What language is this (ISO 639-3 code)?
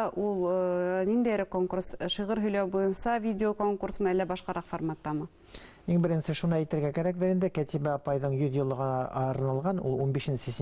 bak